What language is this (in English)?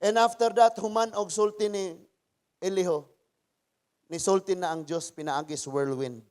Cebuano